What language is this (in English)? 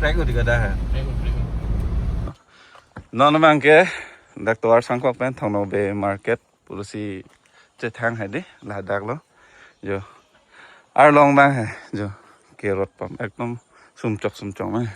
Karbi